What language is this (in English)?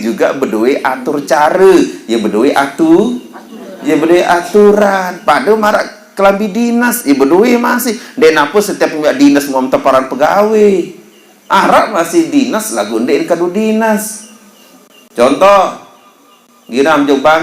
Sasak